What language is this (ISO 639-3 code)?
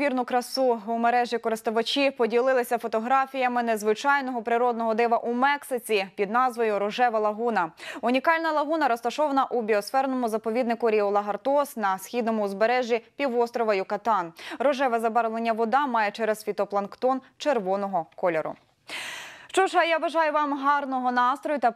ukr